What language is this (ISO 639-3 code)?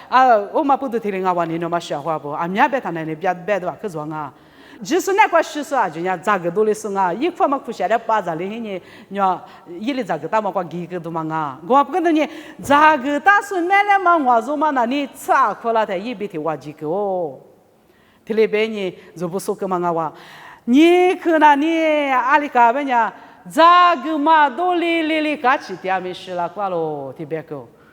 lis